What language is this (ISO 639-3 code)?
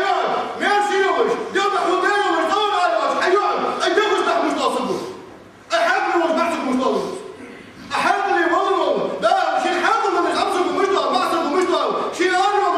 inh